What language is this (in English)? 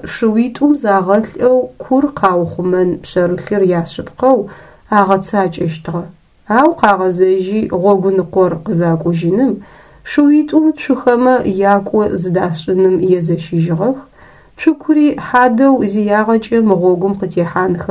Adyghe